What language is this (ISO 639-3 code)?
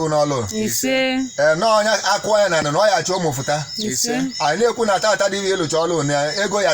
ibo